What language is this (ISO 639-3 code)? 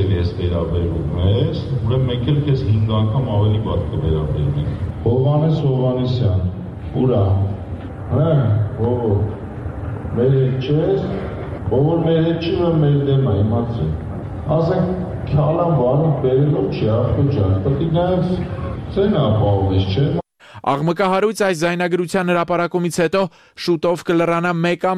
hye